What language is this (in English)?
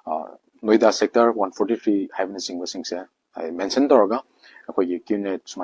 Manipuri